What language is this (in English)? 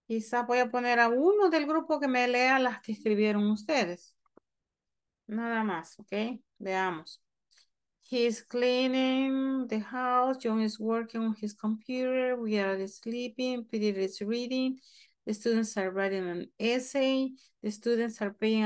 Spanish